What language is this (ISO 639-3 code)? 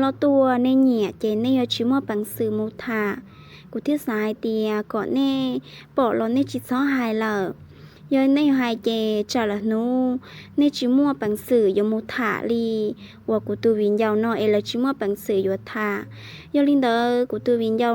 hmn